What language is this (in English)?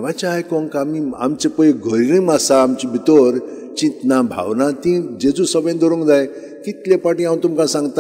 Konkani